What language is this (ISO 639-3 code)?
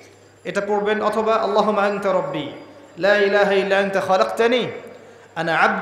ben